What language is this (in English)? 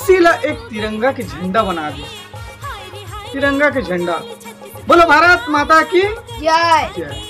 Chhattisgarhi